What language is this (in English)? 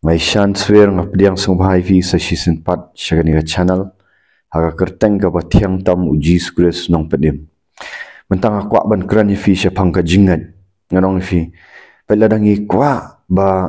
Khasi